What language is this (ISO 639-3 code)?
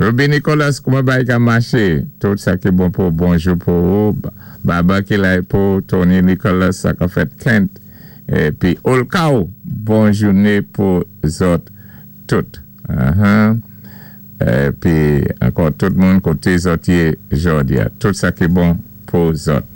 acf